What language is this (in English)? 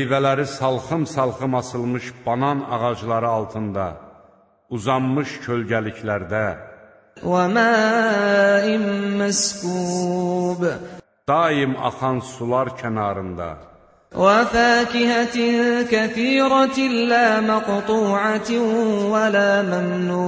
Azerbaijani